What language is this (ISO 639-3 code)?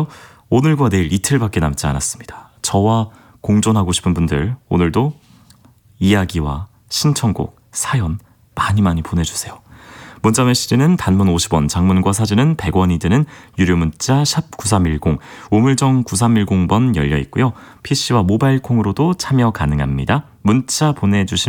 kor